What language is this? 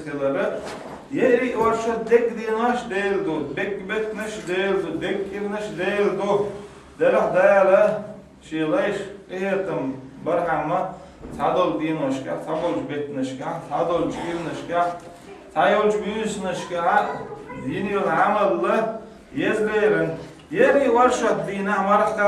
Chechen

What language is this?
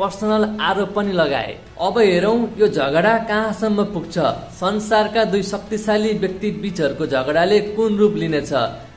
Nepali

